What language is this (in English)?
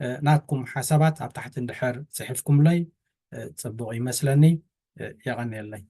Tigrinya